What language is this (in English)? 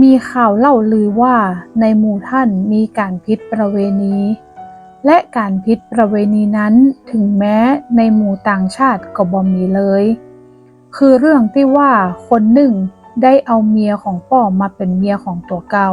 Northern Thai